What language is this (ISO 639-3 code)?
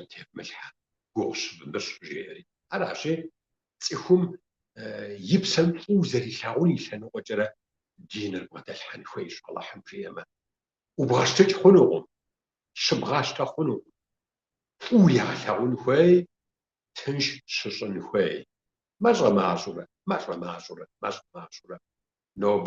kbd